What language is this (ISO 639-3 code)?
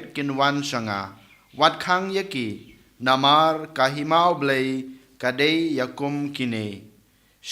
kha